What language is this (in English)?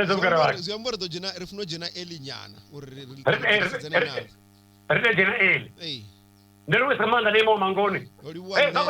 Venda